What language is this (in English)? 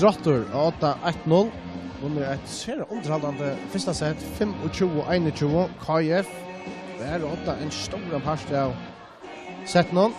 Faroese